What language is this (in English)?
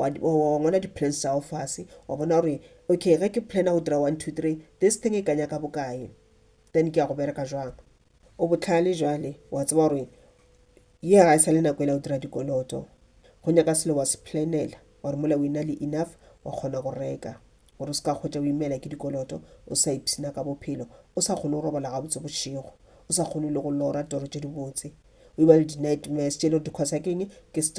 Northern Sotho